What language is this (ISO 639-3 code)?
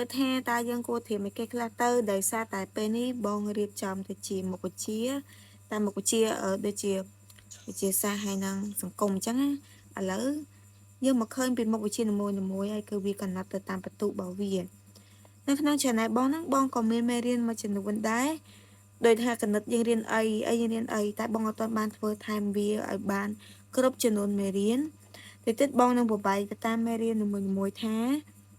khm